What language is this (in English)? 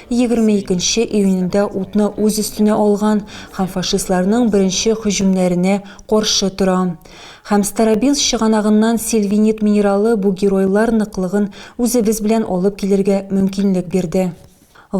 Tatar